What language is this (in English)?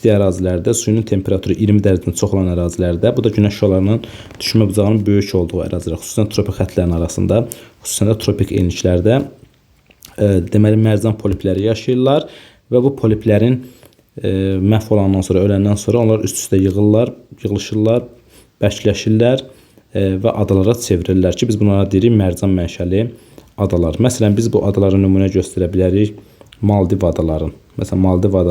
Azerbaijani